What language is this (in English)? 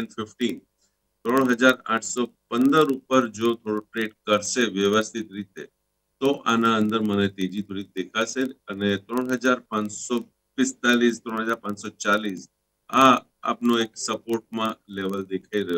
Gujarati